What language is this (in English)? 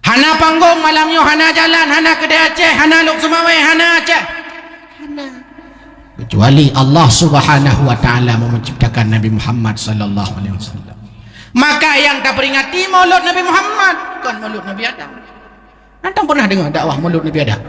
Achinese